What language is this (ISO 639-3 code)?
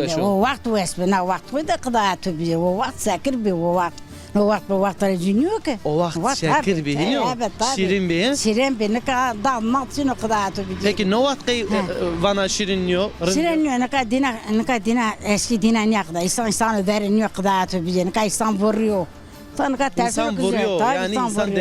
zza